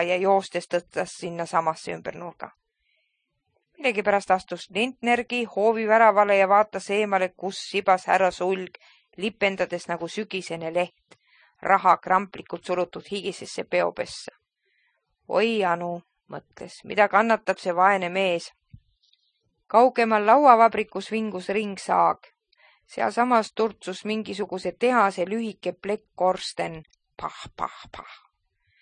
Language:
Estonian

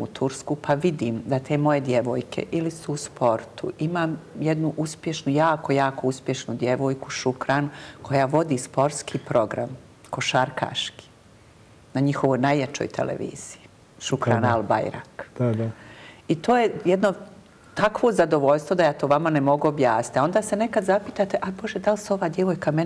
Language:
Bosnian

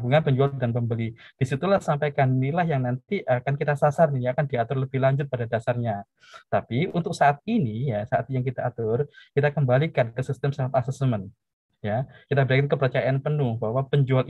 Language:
Indonesian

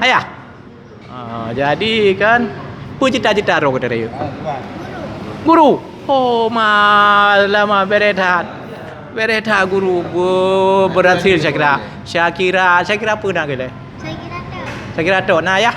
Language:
Achinese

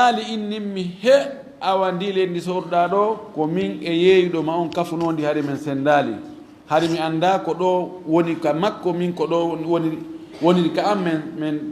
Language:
Fula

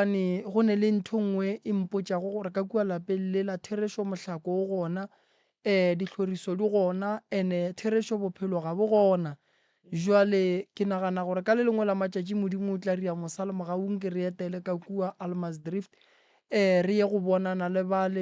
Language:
Northern Sotho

